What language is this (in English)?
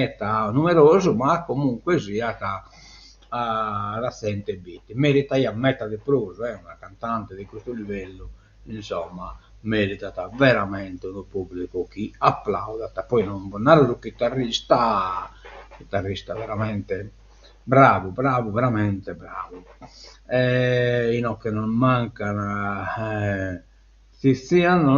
Sardinian